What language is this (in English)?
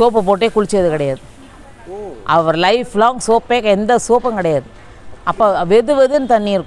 Tamil